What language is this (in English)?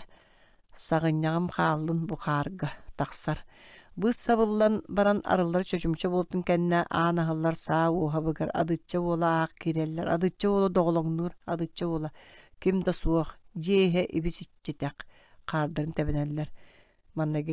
Yakut